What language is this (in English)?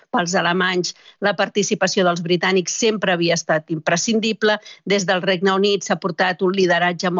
Catalan